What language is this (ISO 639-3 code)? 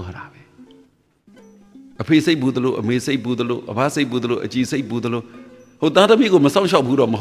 mya